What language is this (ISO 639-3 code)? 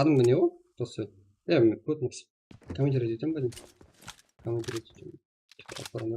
kaa